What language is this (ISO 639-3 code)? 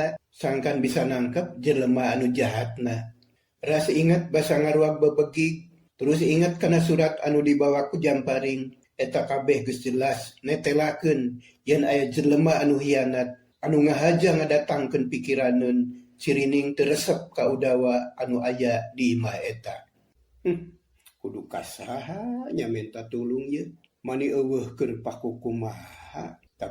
sun